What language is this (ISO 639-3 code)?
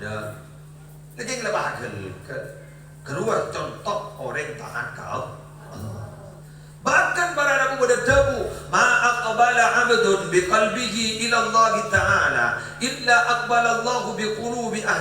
mad